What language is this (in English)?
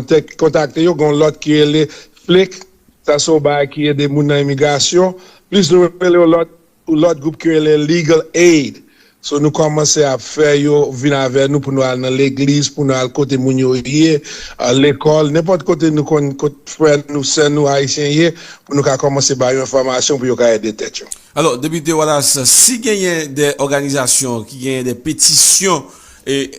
Haitian Creole